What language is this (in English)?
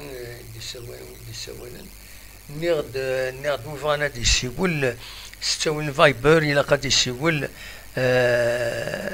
Kabyle